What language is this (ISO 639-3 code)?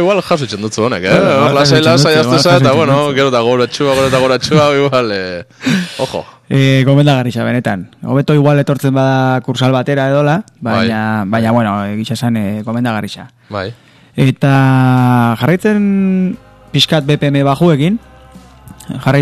eus